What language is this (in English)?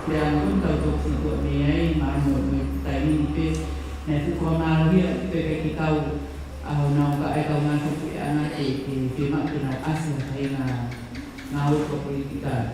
Tongan